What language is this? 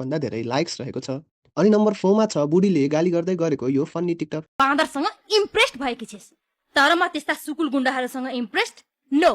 Nepali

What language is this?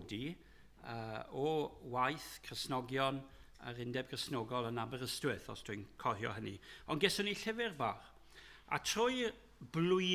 Welsh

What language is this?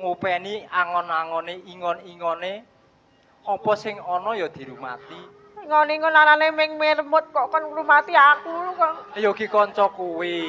Javanese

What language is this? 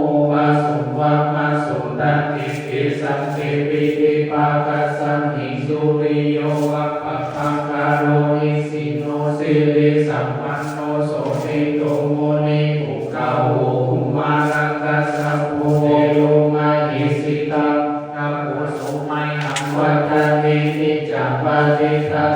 Pali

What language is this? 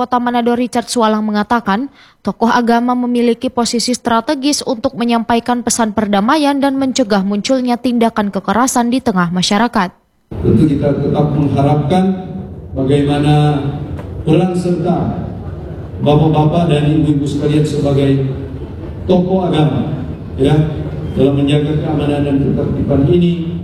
Indonesian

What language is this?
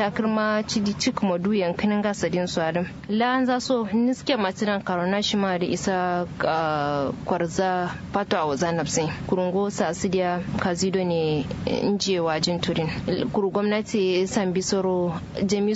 Kanuri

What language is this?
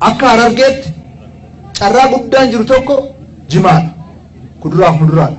Oromo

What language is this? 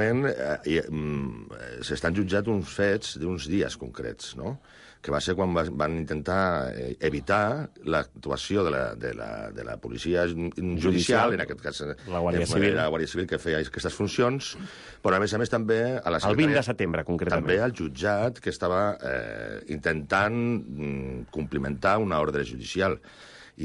Catalan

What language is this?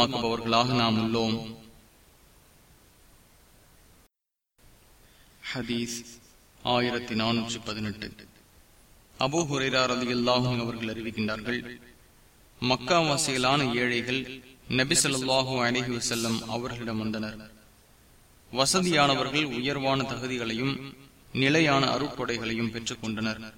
Tamil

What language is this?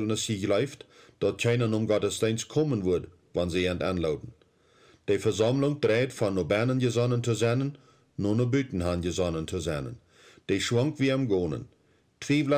Plautdietsch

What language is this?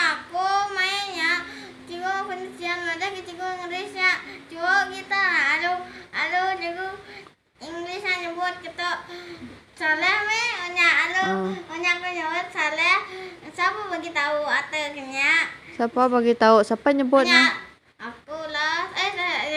Iban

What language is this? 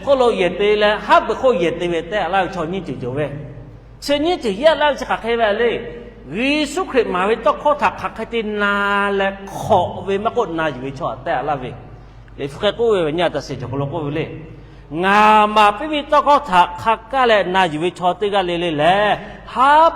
Lahu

